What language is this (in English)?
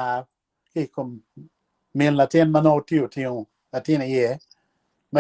Acoli